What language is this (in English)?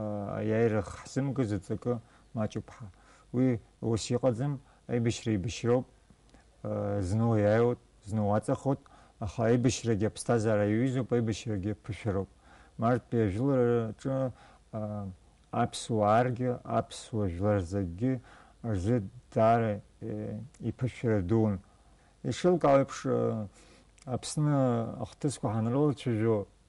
Abkhazian